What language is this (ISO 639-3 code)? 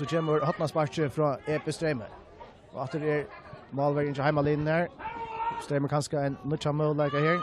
fao